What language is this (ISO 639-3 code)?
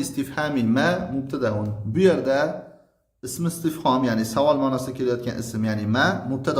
uzb